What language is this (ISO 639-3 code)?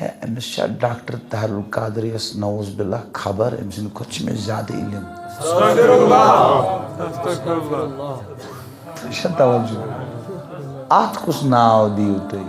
kas